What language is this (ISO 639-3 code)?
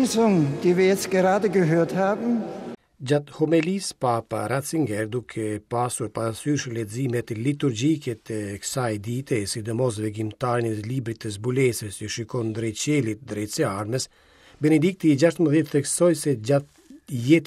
sqi